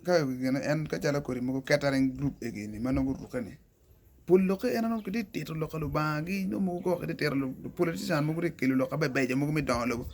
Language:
Acoli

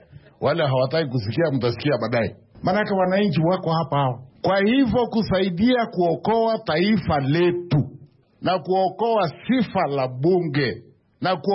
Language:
Swahili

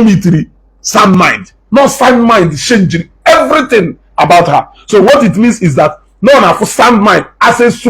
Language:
Igbo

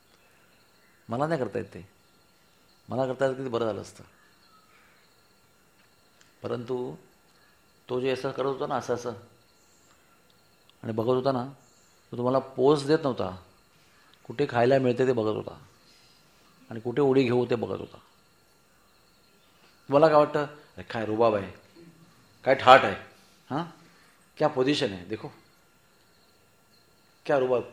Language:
Marathi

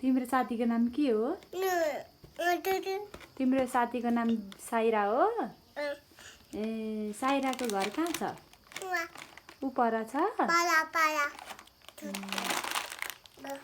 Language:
Nepali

